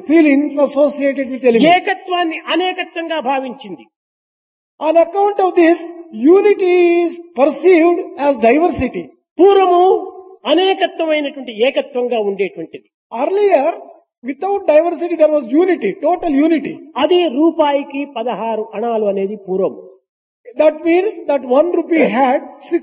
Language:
Telugu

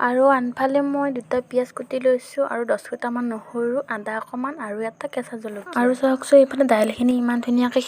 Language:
Assamese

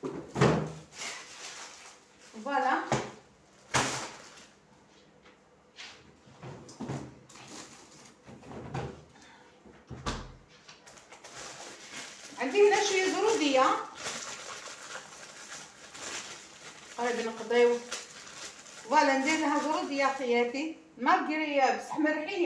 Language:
Algerian Arabic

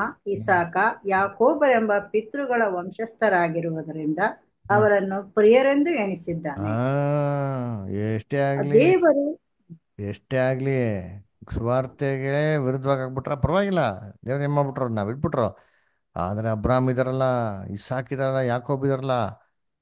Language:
Kannada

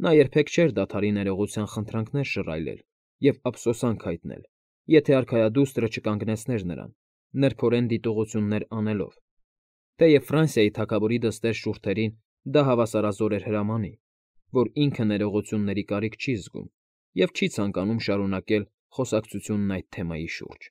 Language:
Armenian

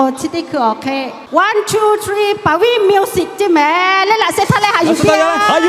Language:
Lahu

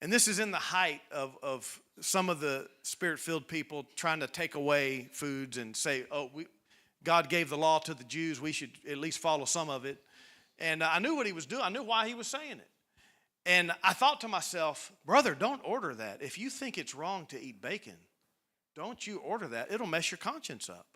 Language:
English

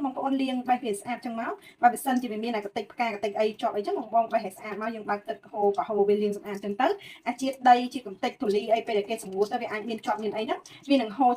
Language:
Khmer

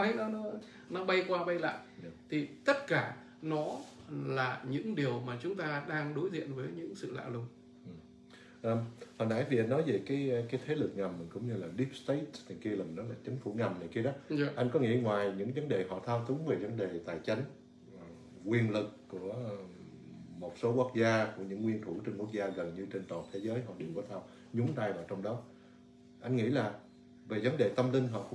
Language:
Vietnamese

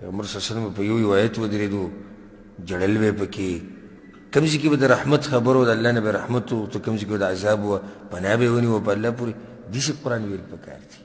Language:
Pashto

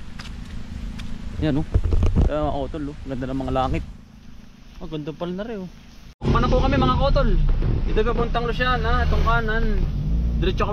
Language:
Filipino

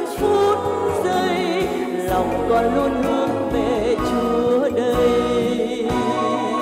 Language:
Vietnamese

